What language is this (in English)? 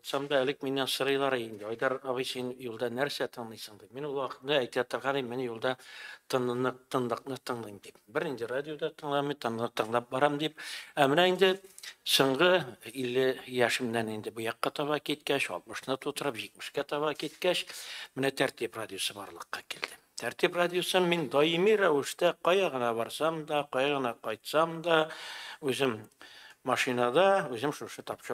Tatar